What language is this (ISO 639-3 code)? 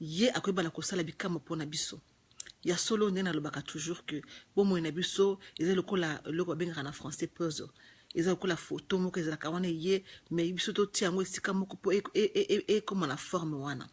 lin